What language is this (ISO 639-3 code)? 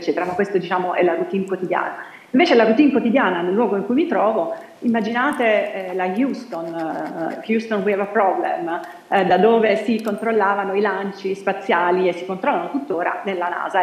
ita